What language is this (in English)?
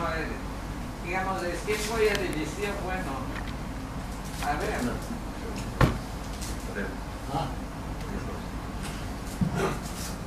Catalan